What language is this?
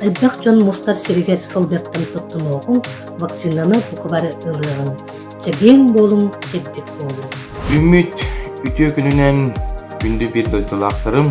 Yakut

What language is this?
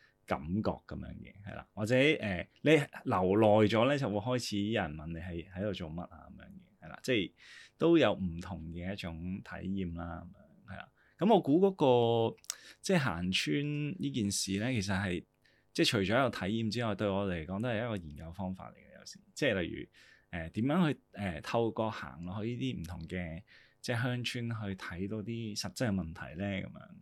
Cantonese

